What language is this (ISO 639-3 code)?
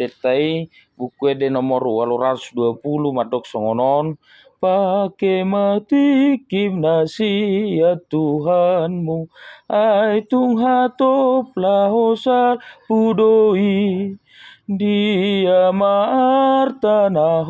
bbc